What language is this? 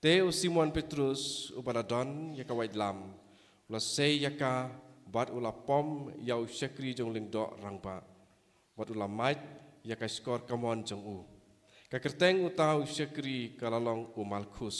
Khasi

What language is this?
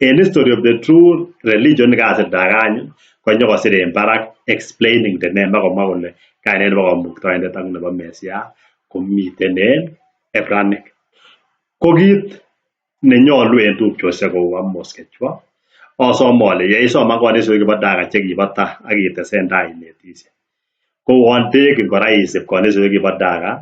Kalenjin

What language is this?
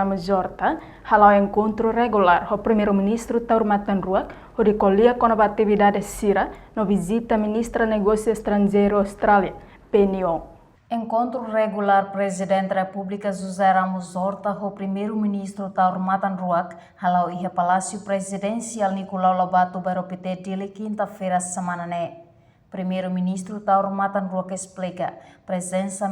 Tetum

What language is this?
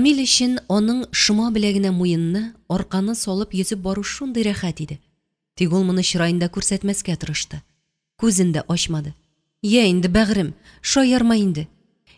Tatar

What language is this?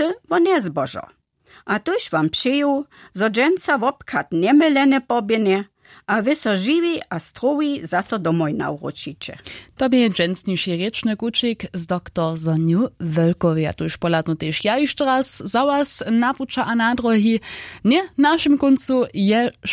Upper Sorbian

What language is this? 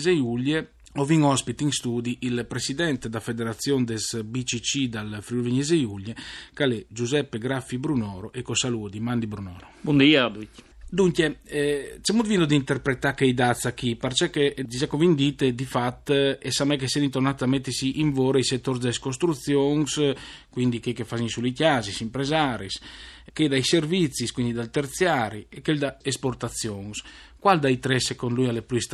Friulian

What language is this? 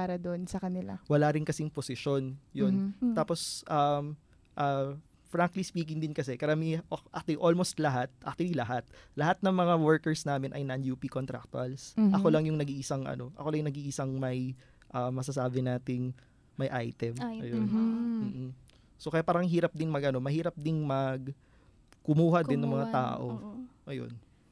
Filipino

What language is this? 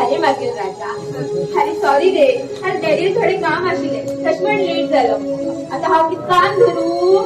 Konkani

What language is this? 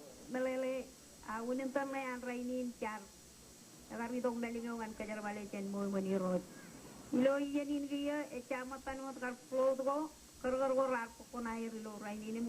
Marshallese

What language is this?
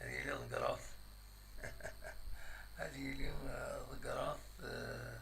Kabyle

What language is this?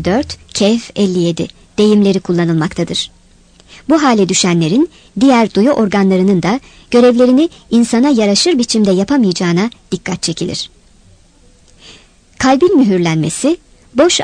Turkish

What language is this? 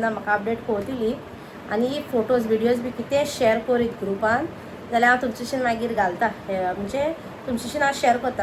Konkani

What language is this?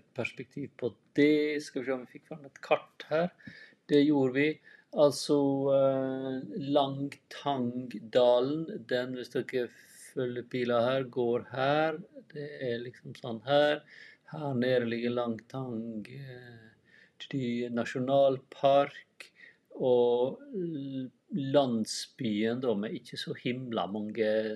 Norwegian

